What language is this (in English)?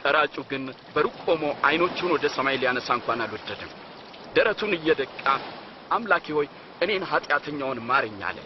Amharic